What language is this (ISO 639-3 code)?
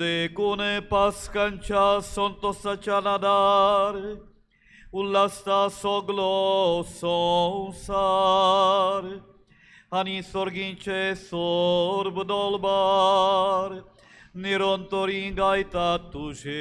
kok